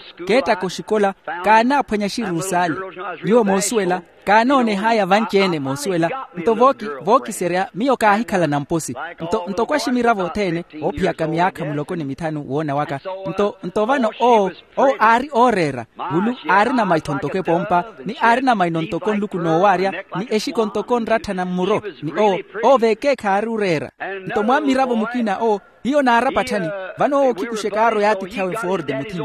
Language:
Makhuwa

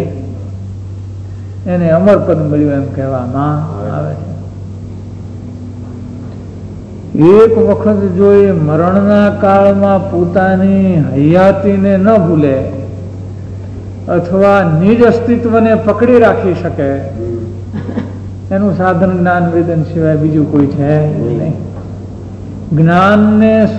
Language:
Gujarati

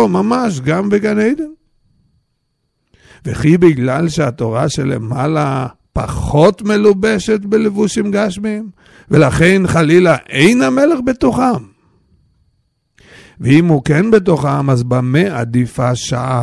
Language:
Hebrew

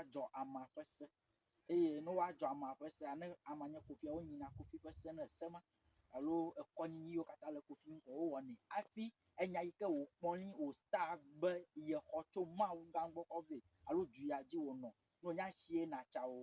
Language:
Ewe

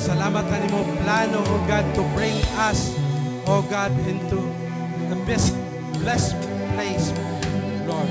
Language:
Waray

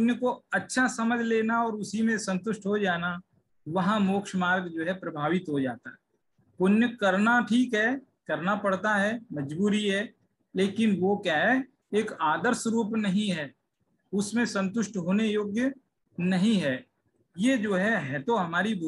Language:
Hindi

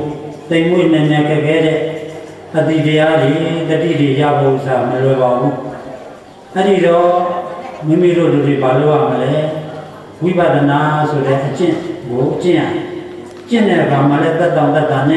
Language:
Burmese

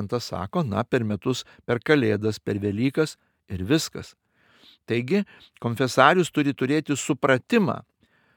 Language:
Lithuanian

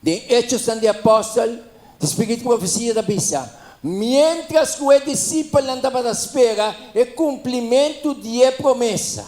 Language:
Papiamento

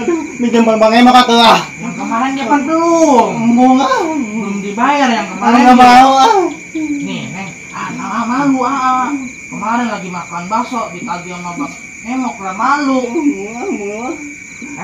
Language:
Betawi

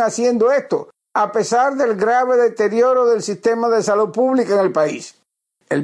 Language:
Spanish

